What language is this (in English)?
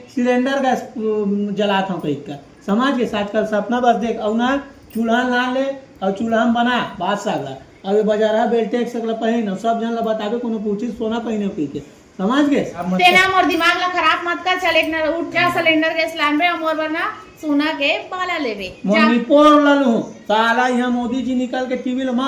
Chhattisgarhi